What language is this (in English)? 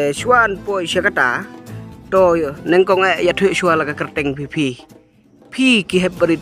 Khasi